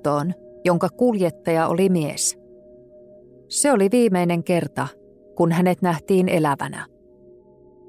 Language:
Finnish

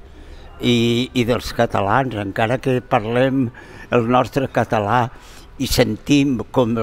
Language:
Catalan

